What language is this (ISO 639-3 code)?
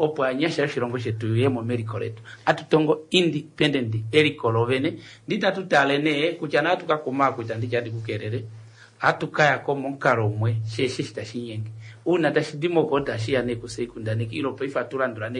kua